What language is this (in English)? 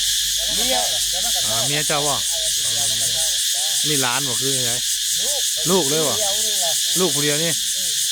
Northeastern Thai